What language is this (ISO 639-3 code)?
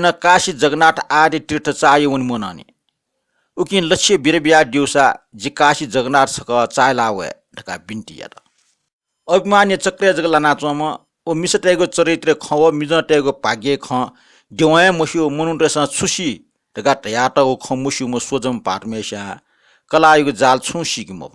new